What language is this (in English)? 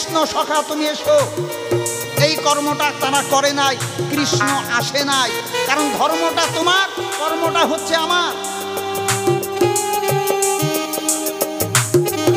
Bangla